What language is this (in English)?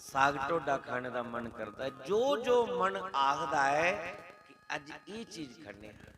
Dogri